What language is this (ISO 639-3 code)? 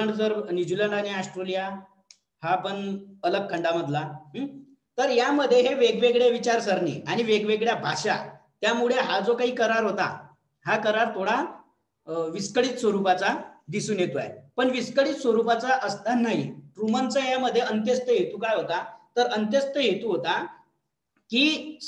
mar